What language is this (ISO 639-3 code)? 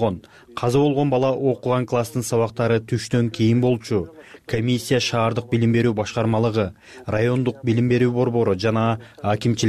kir